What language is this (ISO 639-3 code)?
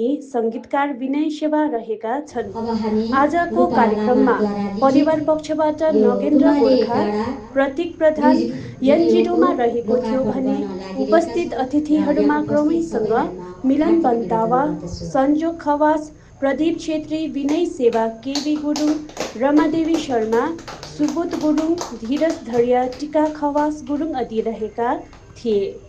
nep